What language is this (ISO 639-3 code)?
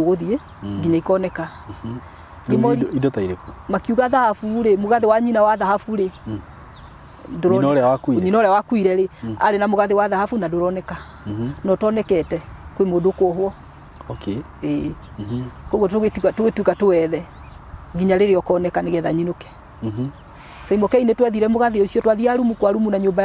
kik